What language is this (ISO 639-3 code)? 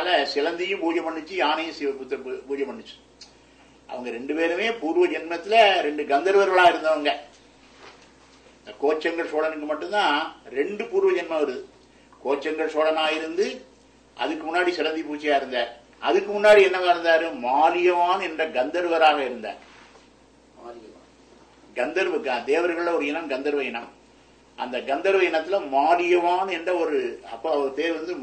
tam